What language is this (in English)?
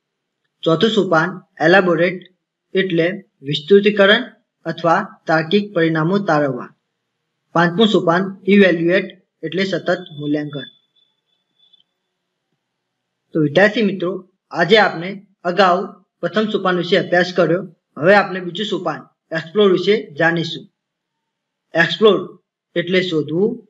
Gujarati